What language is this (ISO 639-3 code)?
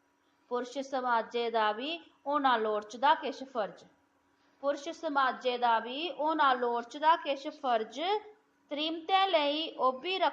doi